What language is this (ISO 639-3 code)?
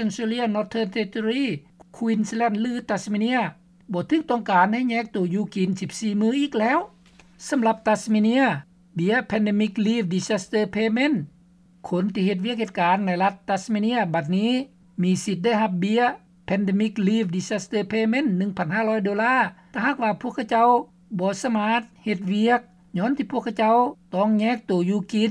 lao